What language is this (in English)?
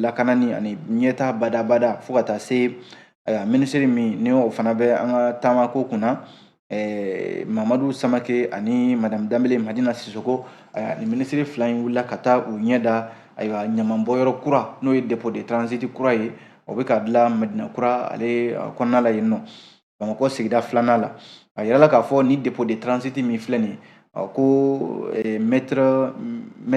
Bambara